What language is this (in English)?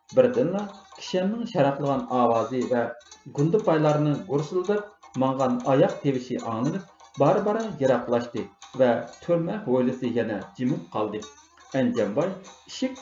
Uyghur